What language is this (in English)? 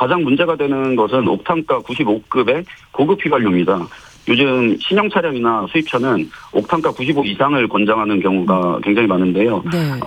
Korean